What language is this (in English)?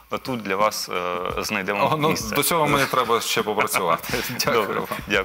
Ukrainian